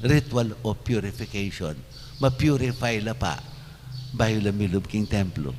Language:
Pampanga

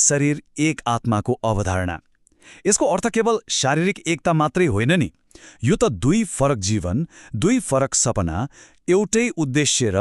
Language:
Nepali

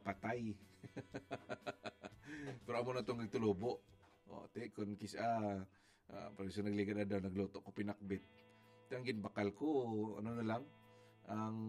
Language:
Hiligaynon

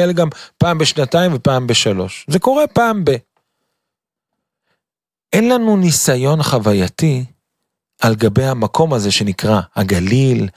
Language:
Hebrew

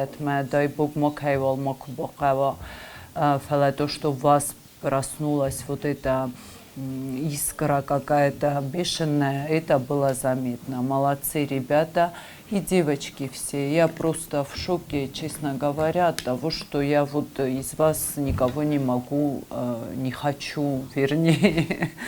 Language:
Ossetic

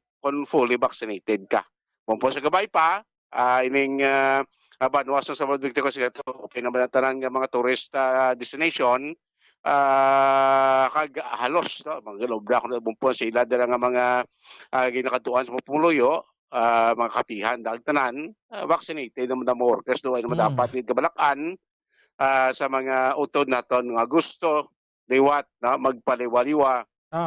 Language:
Hiligaynon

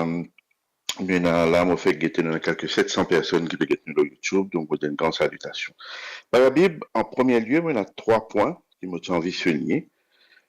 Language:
Morisyen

